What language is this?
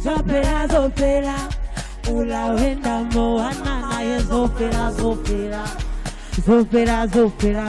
Venda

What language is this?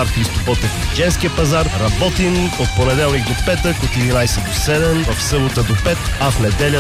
Bulgarian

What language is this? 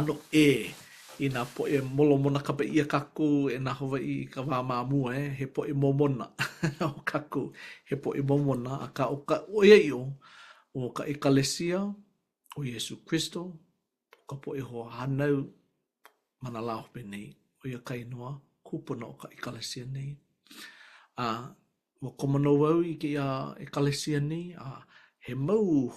Hawaiian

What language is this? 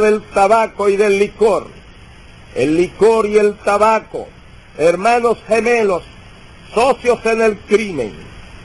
Spanish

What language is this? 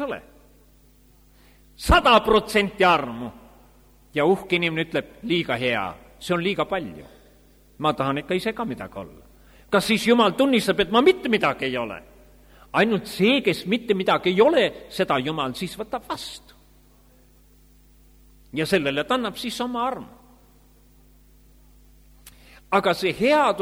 Estonian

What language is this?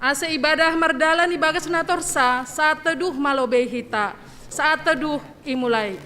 Batak Simalungun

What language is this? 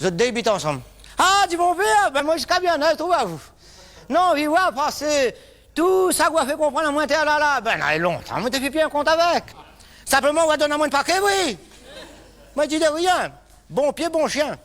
Réunion Creole French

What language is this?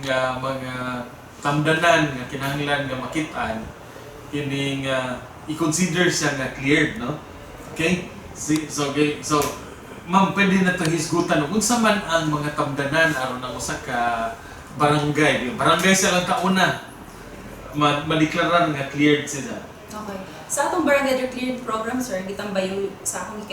Cebuano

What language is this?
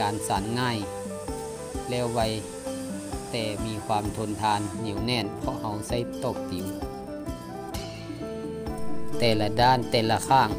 Thai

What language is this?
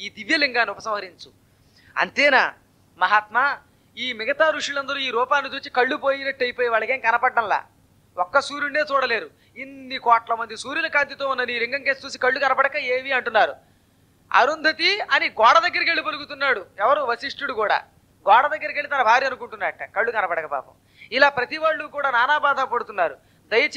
Telugu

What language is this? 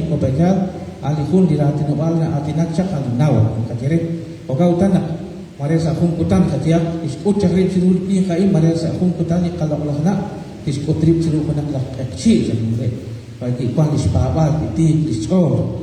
Kekchí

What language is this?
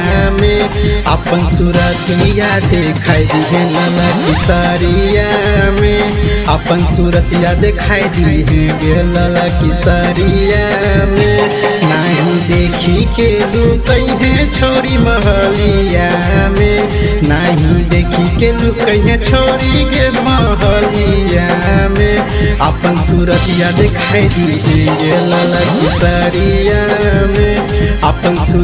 Magahi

